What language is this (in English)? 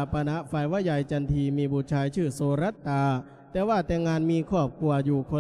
Lao